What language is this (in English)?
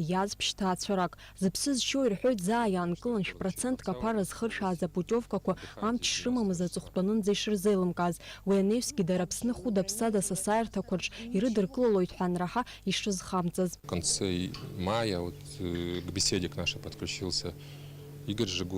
Abkhazian